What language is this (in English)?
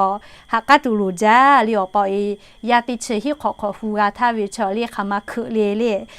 Lahu